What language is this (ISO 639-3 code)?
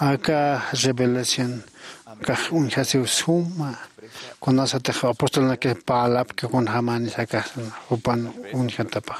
aym